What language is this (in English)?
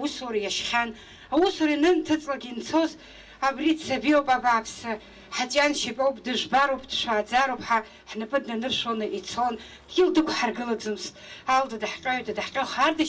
Abkhazian